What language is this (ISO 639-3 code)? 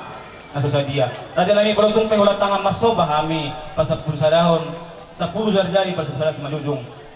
bbc